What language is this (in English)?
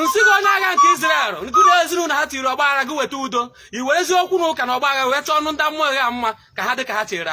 Igbo